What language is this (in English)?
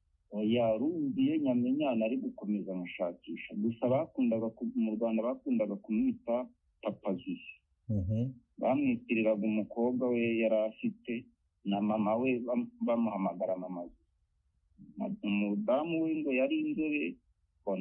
Kinyarwanda